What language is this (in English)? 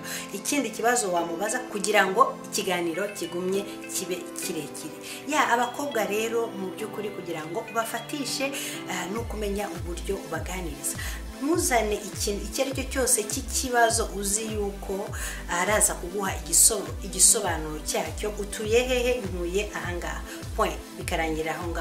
Kinyarwanda